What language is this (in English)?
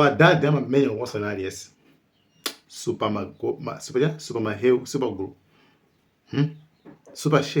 Nyanja